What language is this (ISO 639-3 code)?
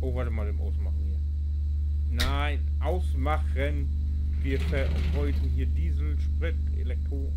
nds